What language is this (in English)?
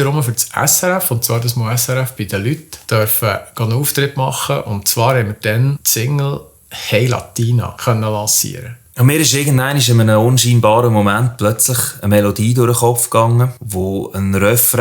Swiss German